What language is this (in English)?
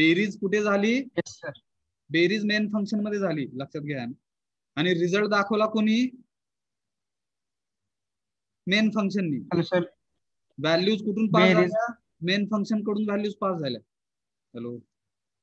Marathi